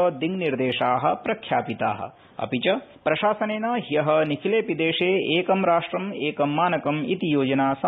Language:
Sanskrit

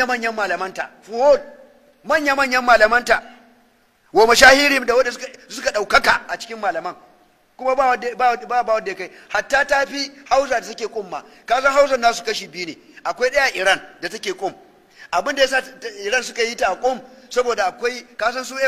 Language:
Hausa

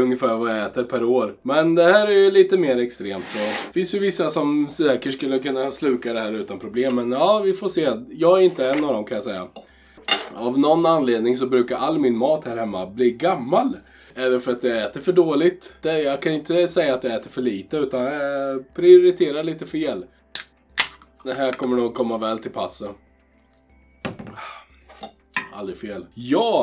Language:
Swedish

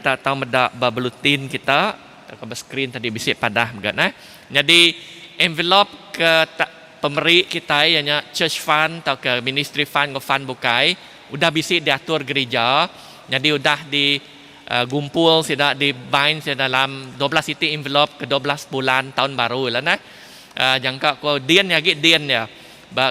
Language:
Iban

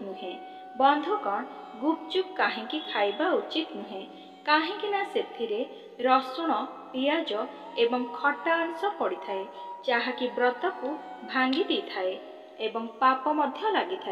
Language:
Odia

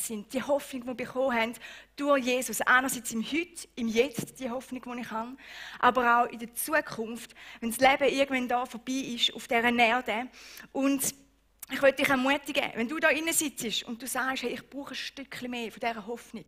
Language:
Swiss German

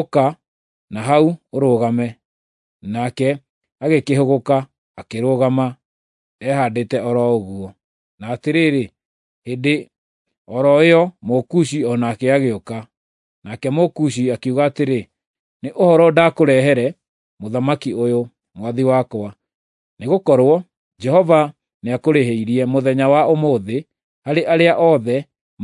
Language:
Kikuyu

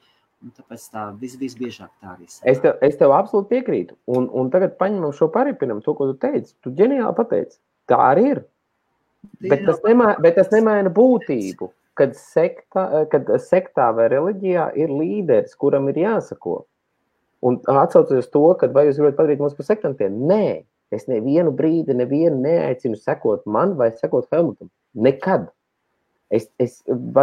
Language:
Latvian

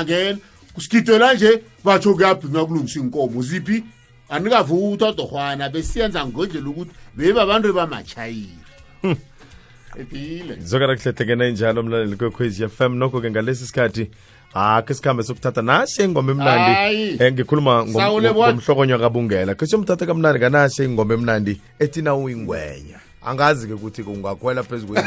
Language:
South Ndebele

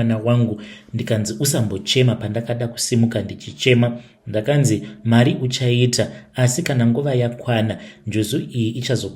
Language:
Shona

